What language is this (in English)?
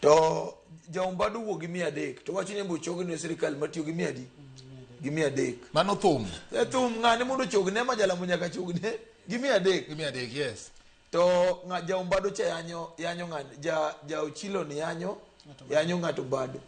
Luo (Kenya and Tanzania)